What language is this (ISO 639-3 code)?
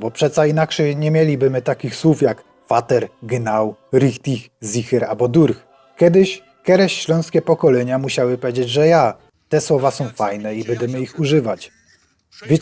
szl